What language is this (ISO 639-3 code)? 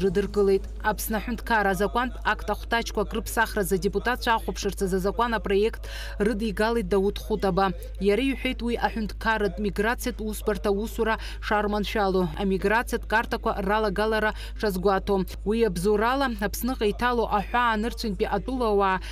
abk